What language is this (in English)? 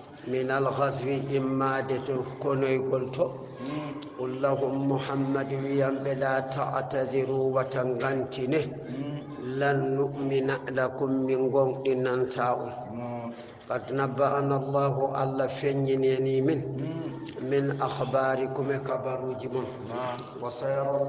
Fula